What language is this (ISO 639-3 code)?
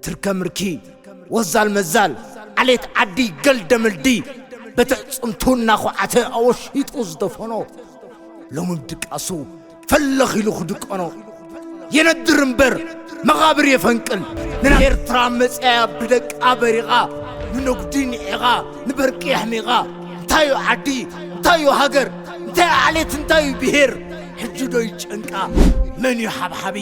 tir